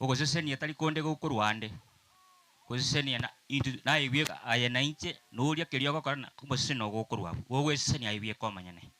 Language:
Gusii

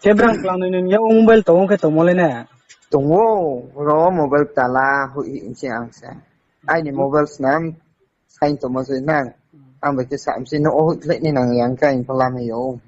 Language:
Riang (India)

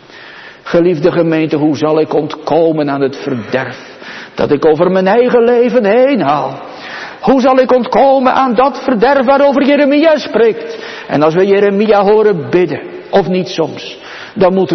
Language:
Dutch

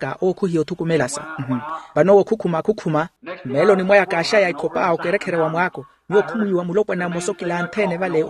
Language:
Makhuwa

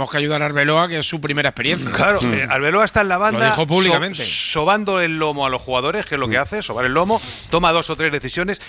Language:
Spanish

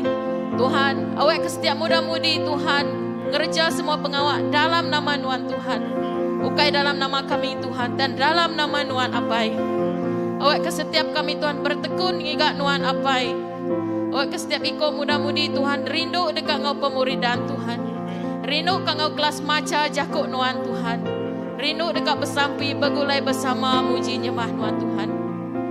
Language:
Iban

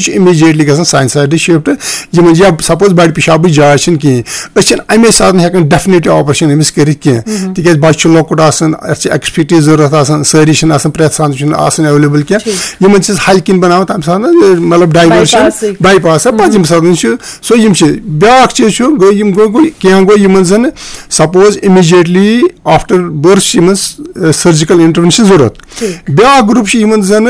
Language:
Kashmiri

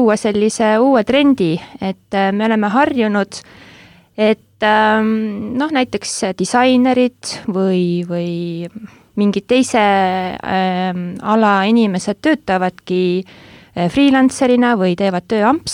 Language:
Estonian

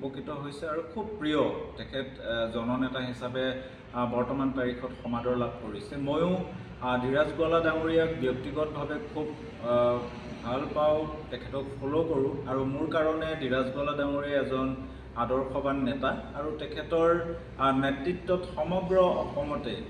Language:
Assamese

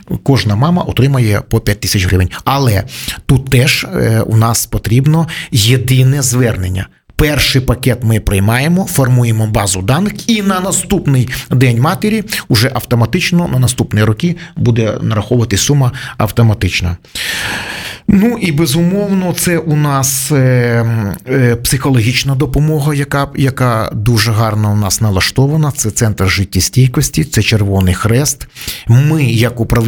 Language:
Ukrainian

